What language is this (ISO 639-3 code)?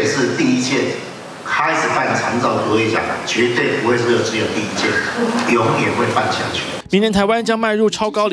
zho